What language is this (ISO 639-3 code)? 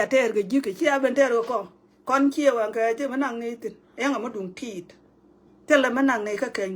nus